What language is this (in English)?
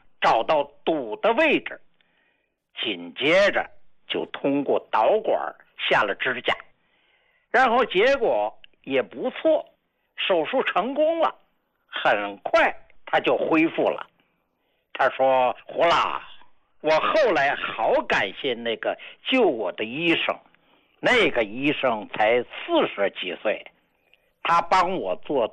Chinese